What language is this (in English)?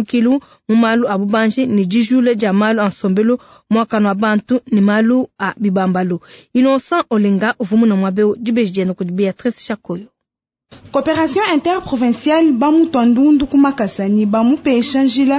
Luba-Lulua